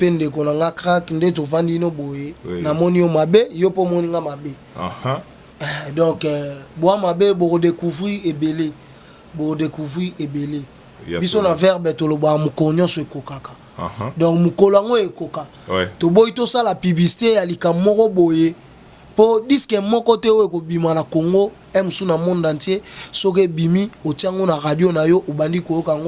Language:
Lingala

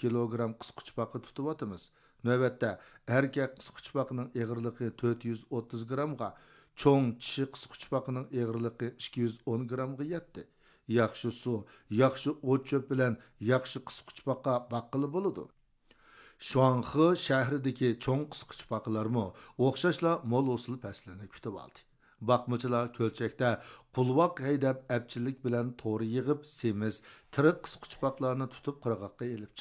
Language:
Uyghur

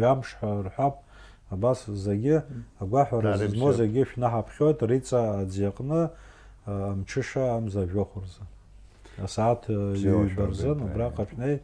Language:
Abkhazian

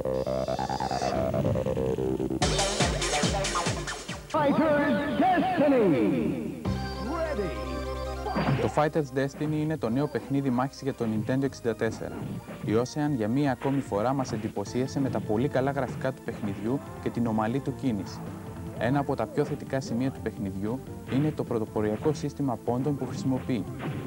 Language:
Greek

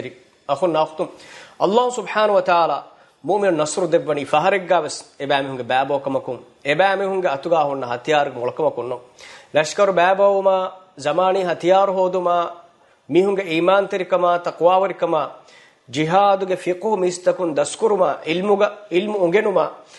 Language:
Divehi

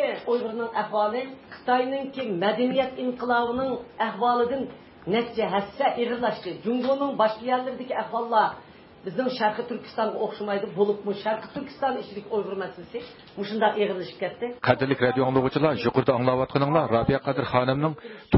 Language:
Uyghur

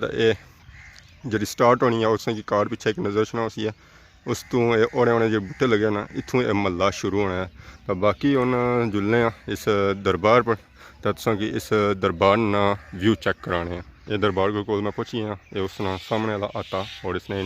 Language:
Pahari-Potwari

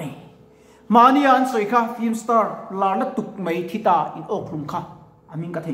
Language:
Mizo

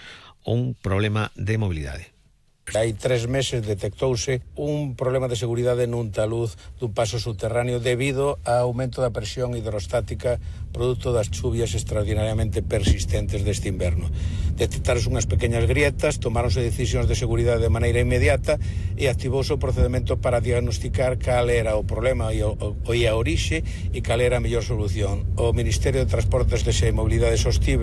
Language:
Galician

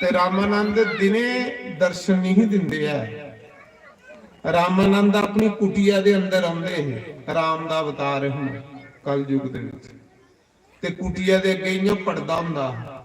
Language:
Dogri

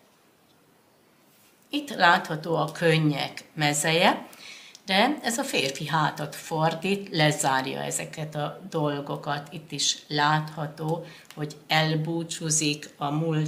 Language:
Hungarian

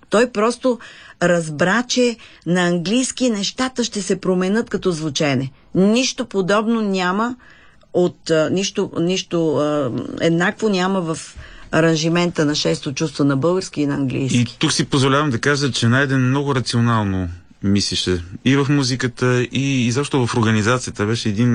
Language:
Bulgarian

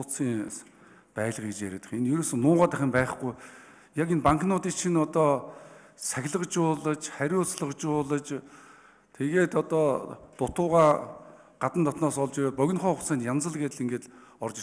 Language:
Mongolian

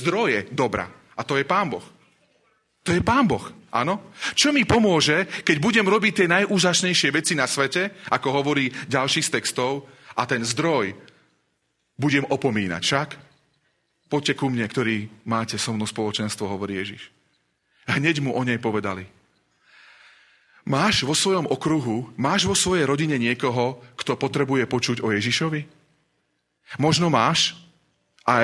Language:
Slovak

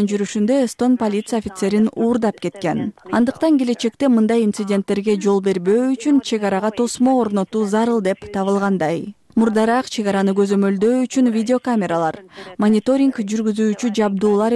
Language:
Kyrgyz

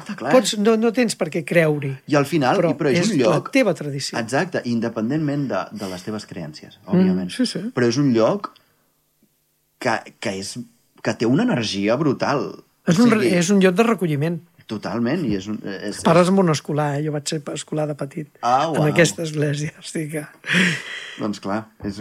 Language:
Catalan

